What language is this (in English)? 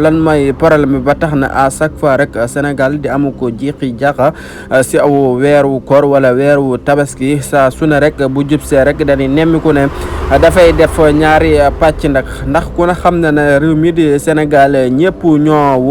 Wolof